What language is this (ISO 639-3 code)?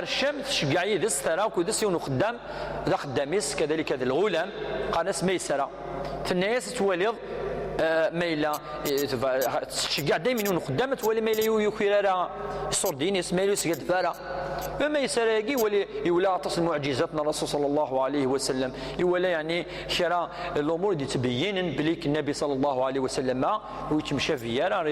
kab